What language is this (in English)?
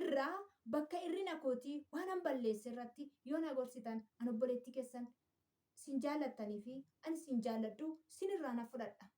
Oromo